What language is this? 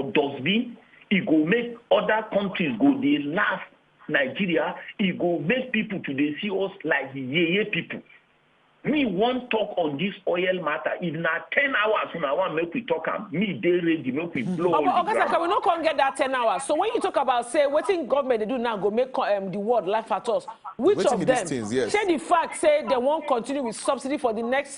Nigerian Pidgin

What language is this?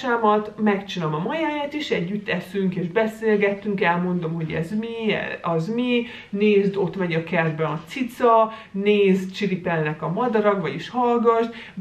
Hungarian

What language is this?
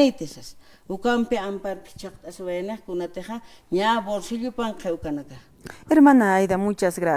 Aymara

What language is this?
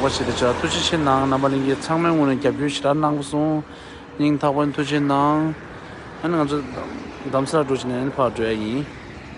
Tibetan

